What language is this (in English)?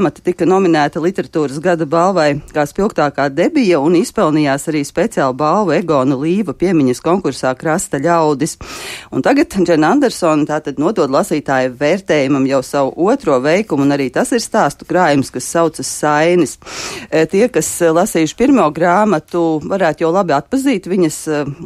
Latvian